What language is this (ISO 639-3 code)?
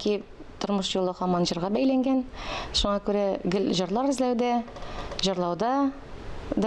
tat